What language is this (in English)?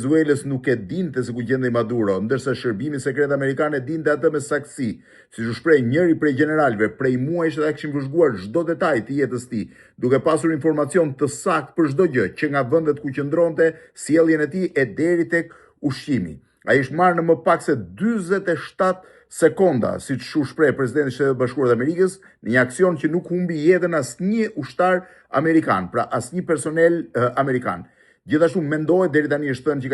Albanian